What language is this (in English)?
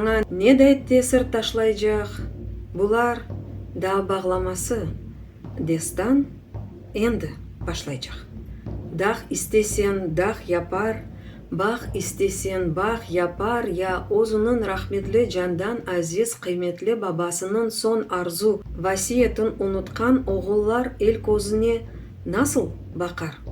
Crimean Tatar